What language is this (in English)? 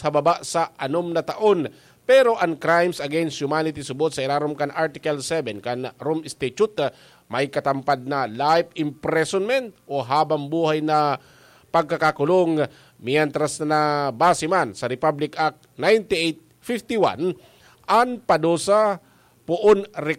Bikol